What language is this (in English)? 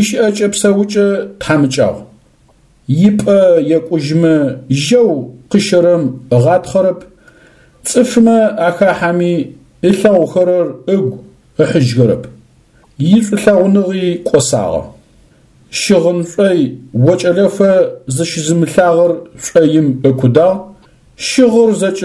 Adyghe